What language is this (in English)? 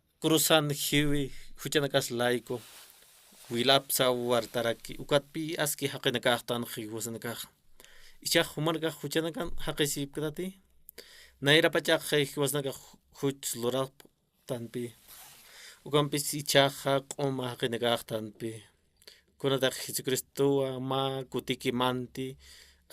Aymara